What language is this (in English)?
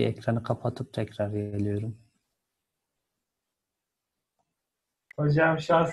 Turkish